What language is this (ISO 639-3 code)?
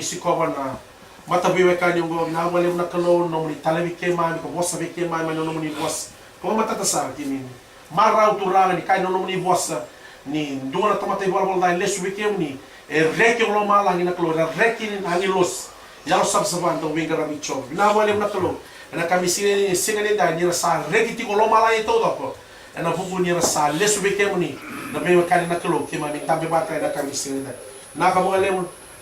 fij